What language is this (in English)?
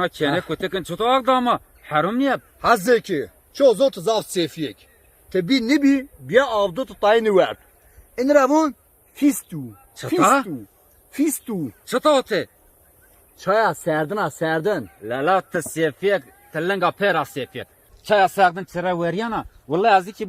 Zaza